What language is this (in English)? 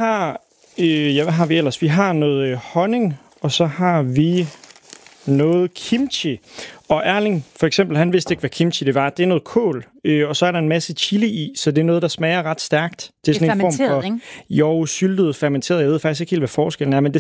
Danish